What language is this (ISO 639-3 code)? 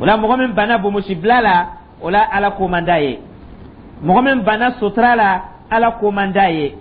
dyu